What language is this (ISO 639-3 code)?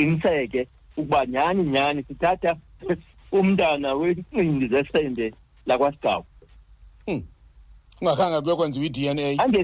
xho